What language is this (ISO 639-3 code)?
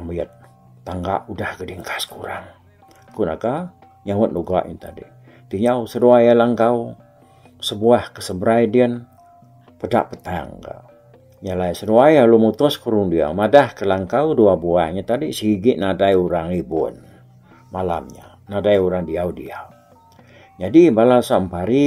iba